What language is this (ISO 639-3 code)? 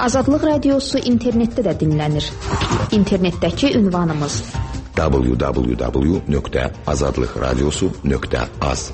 aze